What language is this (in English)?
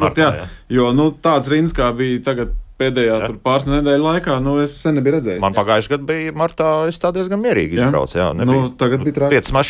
Latvian